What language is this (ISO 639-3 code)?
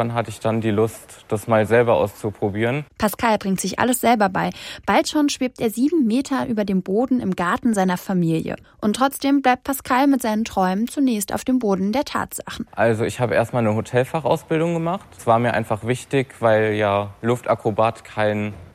deu